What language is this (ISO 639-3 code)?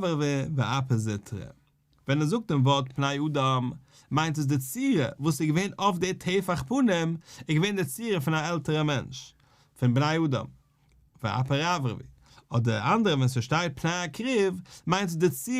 yid